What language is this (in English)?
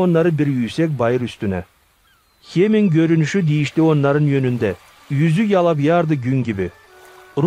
Gagauz